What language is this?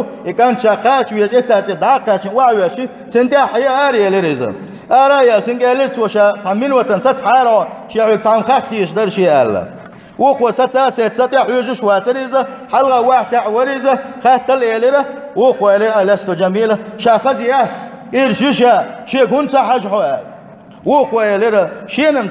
Chechen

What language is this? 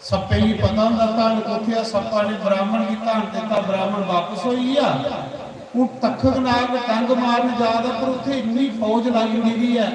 Dogri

